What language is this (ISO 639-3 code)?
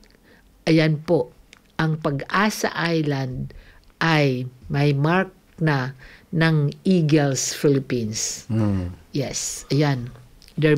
fil